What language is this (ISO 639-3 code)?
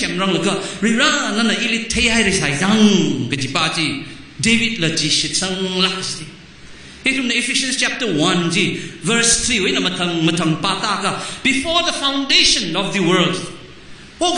nmf